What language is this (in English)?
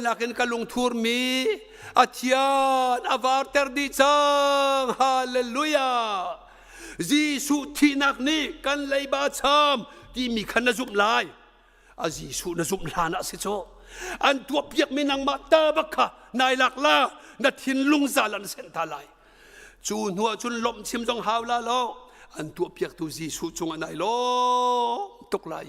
Hakha Chin